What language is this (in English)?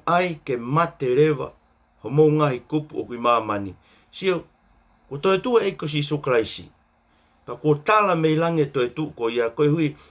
Tongan